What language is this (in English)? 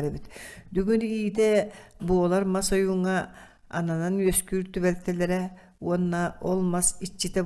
Yakut